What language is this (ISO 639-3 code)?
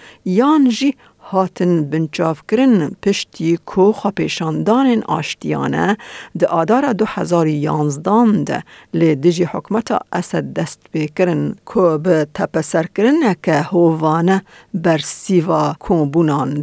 kur